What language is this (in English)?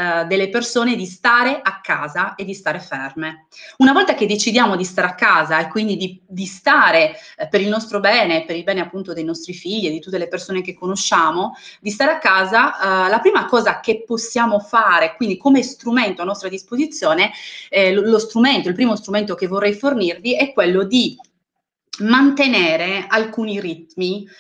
Italian